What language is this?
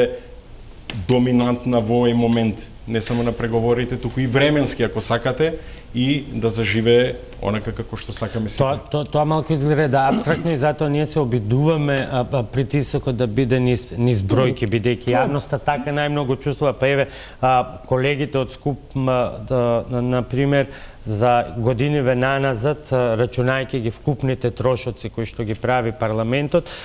Macedonian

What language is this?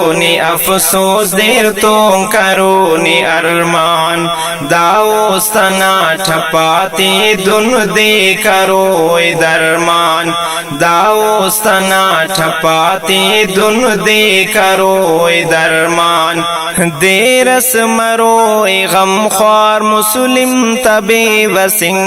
Brahui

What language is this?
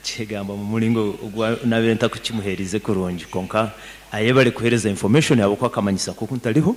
Nyankole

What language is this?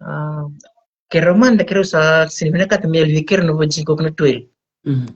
Fijian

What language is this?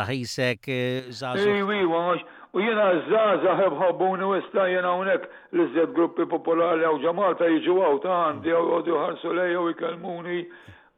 Maltese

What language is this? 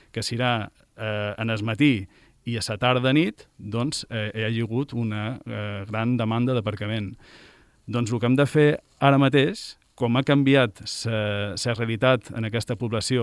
Catalan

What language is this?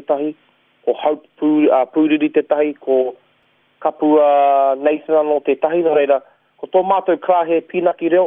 Māori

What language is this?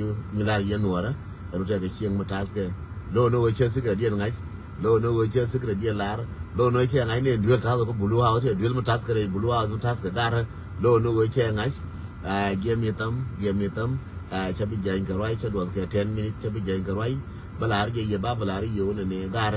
Nuer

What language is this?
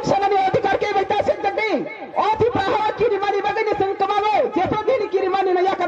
Kok Borok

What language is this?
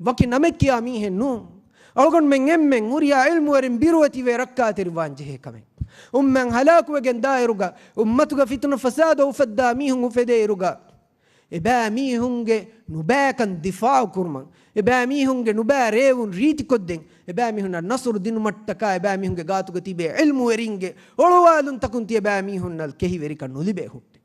Divehi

